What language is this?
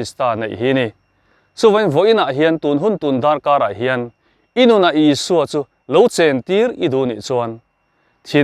Mizo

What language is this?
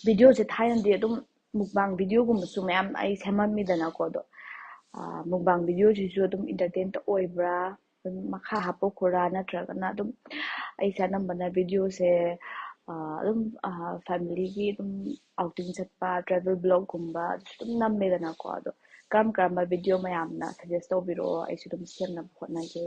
Manipuri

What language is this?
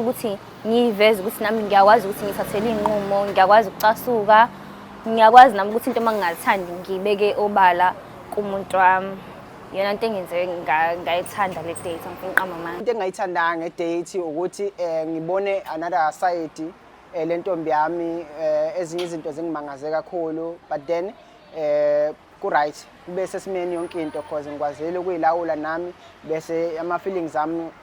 Zulu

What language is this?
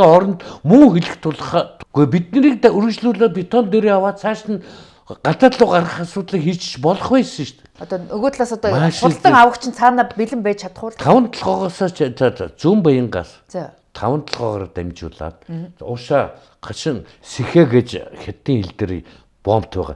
Mongolian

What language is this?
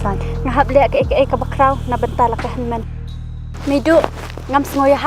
Khasi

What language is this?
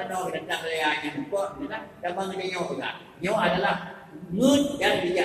Achinese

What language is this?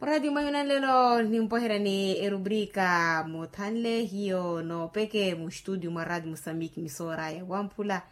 Makhuwa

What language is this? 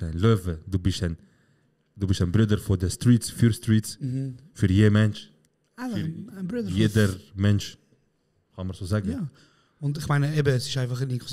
Swiss German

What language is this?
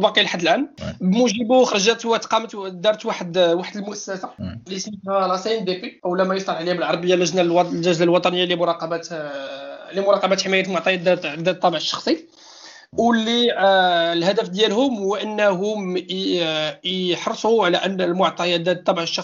Moroccan Arabic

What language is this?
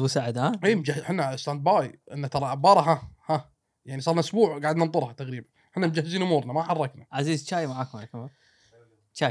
Gulf Arabic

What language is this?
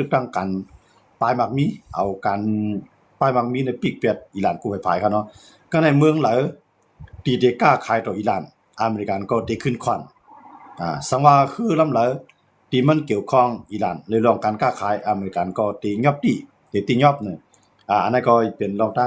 Shan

